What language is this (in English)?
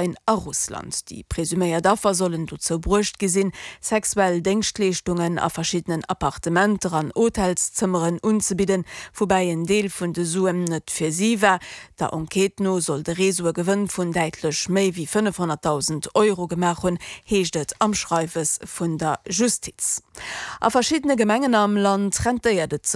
Luxembourgish